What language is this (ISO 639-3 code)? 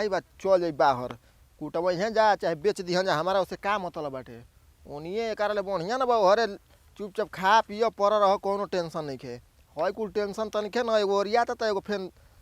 bho